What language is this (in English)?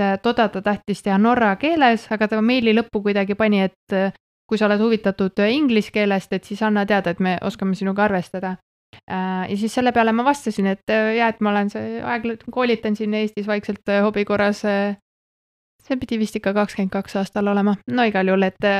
Estonian